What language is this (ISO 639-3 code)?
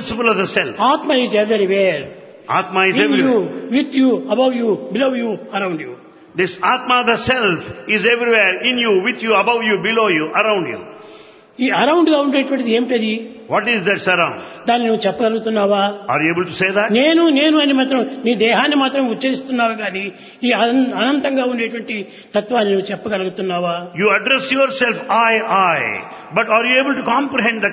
tel